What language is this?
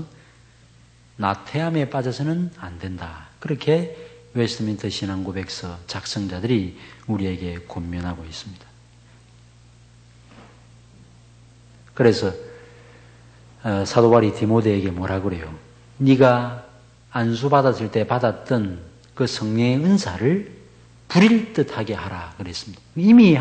Korean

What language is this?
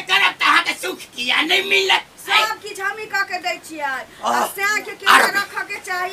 Maithili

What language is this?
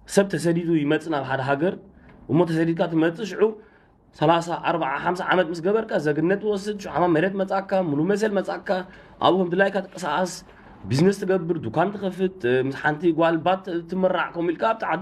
Tigrinya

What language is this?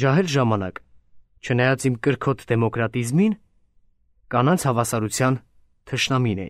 Armenian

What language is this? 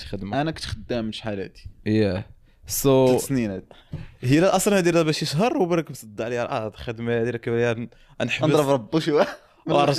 Moroccan Arabic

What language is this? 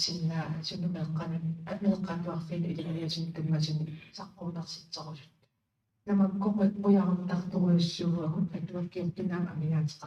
Kalaallisut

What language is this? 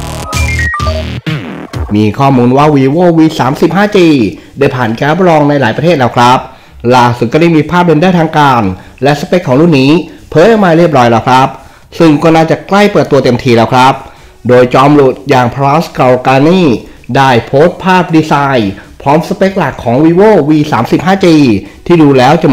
Thai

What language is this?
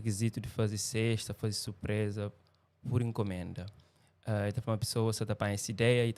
Kabuverdianu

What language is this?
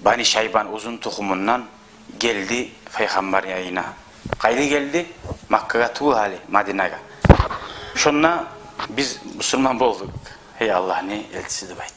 Kumyk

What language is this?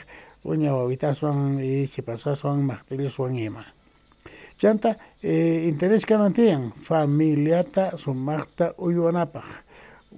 Quechua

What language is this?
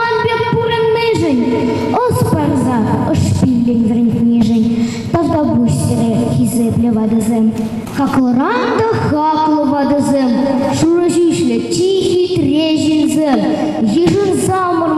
Chuvash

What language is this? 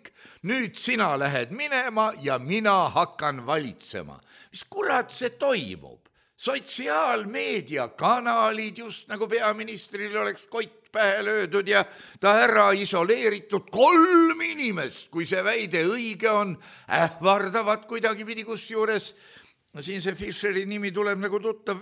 Estonian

